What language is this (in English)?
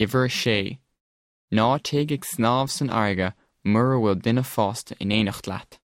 Irish